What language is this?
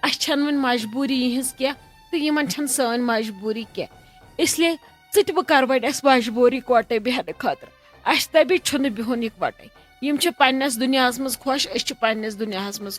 Kashmiri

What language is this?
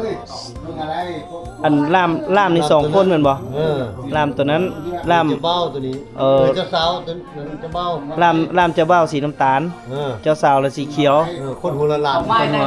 Lao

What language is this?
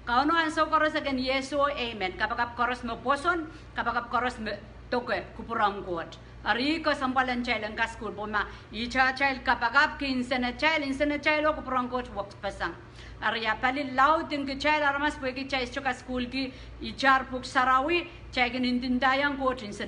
Pohnpeian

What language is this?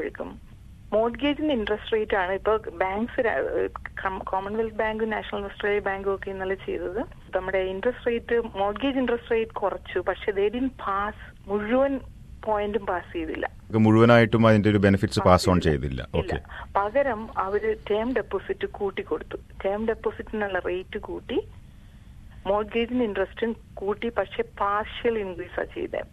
Malayalam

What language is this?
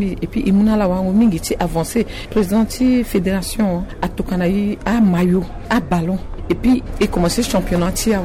Sango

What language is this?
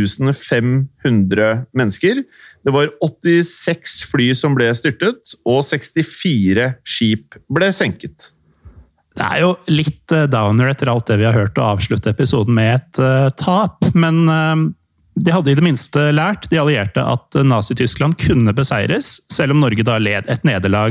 Norwegian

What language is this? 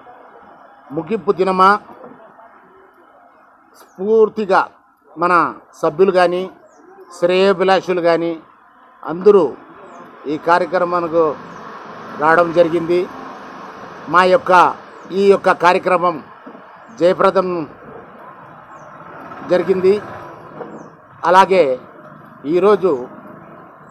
Telugu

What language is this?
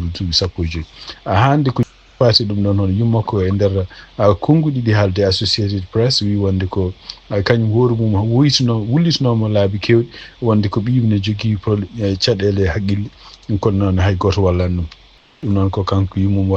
Fula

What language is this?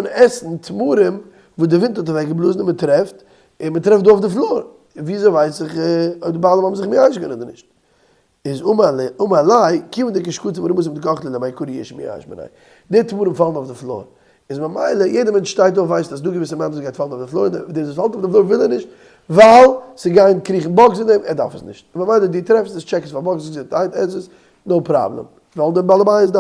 Yiddish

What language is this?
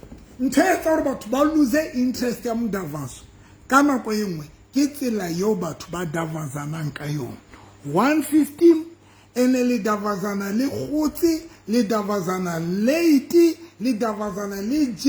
Southern Sotho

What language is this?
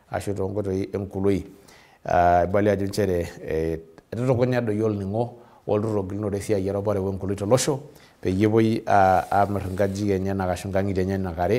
Masai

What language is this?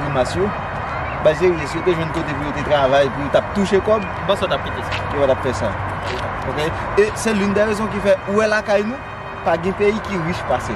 Haitian Creole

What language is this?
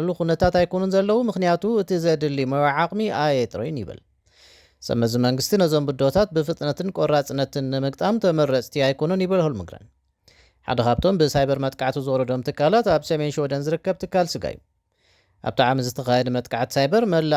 Tigrinya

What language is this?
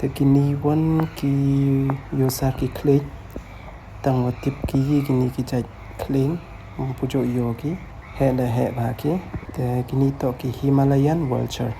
Pnar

